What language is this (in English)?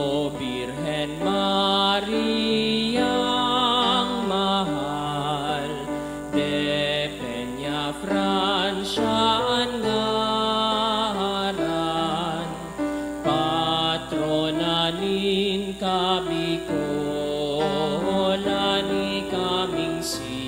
Bikol